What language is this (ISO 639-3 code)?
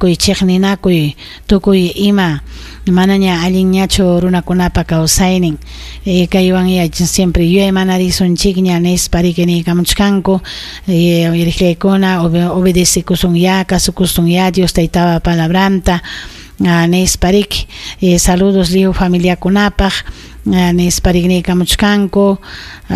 quy